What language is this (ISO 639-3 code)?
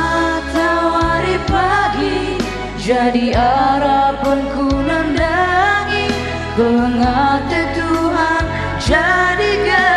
btx